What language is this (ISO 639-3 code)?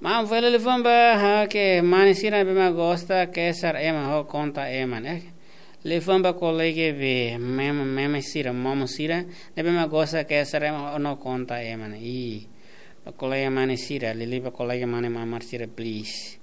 tet